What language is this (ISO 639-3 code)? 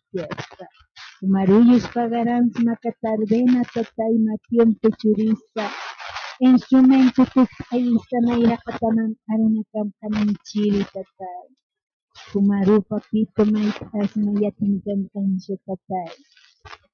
aym